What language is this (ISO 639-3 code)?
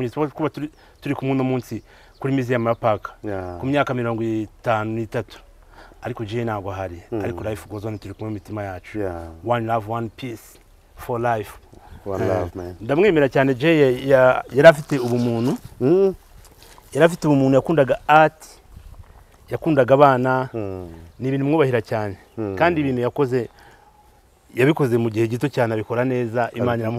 kin